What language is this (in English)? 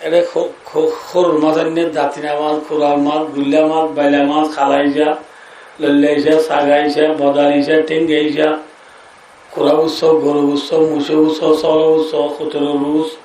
Rohingya